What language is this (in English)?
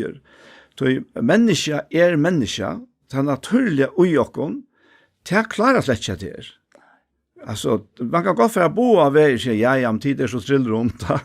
Faroese